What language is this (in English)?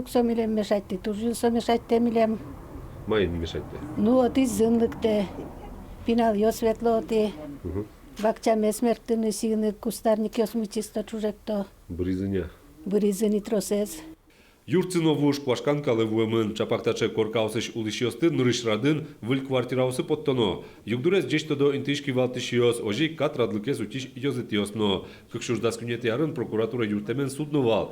Udmurt